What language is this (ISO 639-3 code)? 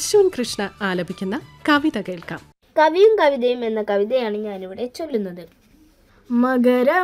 mal